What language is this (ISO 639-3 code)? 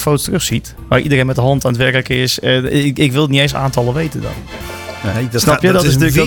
nld